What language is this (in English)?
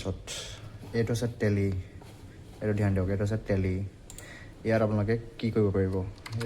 Assamese